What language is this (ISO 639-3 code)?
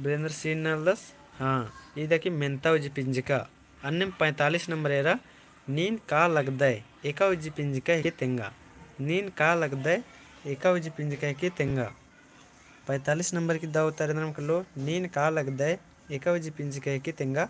kru